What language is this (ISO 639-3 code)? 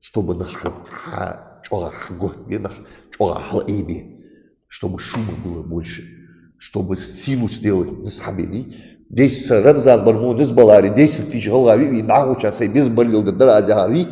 inh